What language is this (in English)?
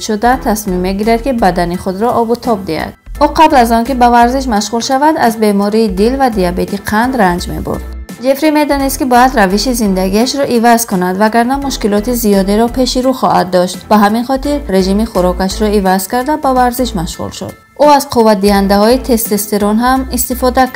Tajik